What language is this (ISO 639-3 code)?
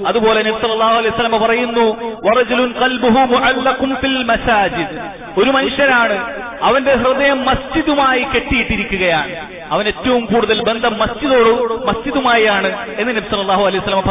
mal